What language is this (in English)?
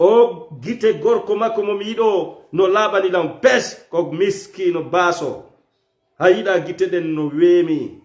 Fula